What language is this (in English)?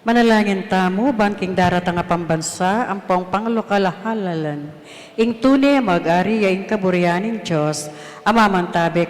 Pampanga